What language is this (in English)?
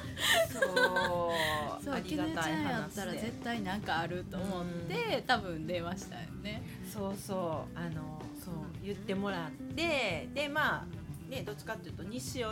Japanese